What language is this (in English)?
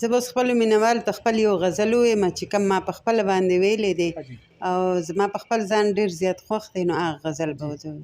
Pashto